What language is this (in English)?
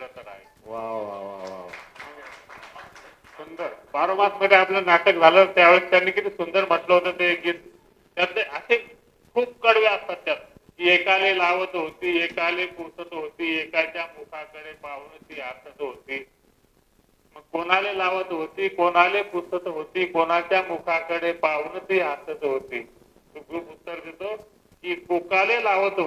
Marathi